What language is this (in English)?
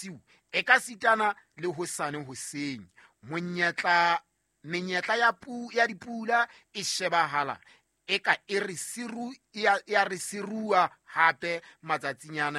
Southern Sotho